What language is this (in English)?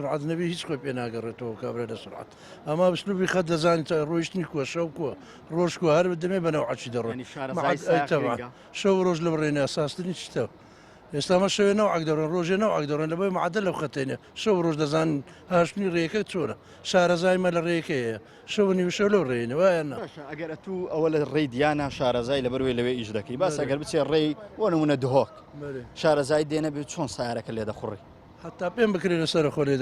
Central Kurdish